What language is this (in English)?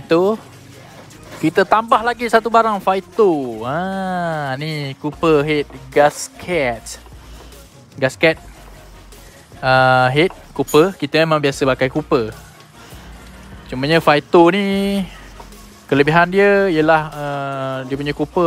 Malay